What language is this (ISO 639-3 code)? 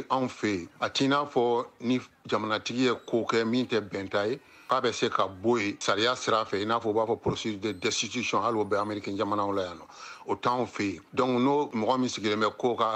bam